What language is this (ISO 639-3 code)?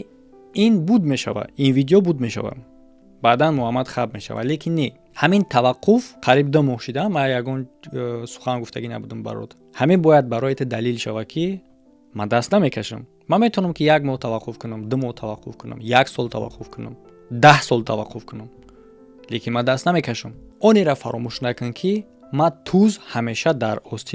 tgk